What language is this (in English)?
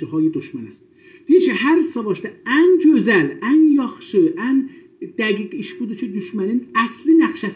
South Azerbaijani